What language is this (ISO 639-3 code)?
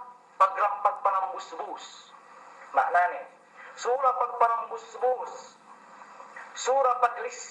yka